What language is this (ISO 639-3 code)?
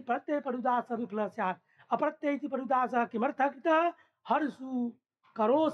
san